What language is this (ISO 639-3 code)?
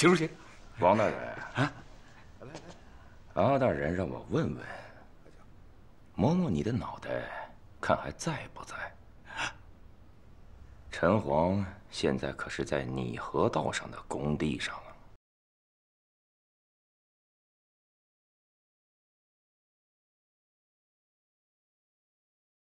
zho